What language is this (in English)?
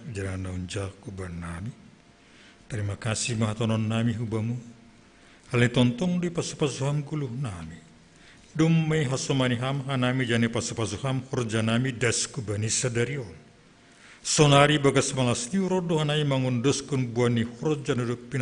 Batak Simalungun